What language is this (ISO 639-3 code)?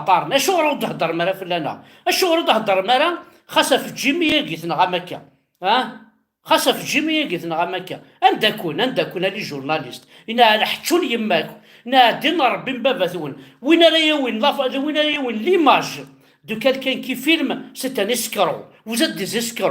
kab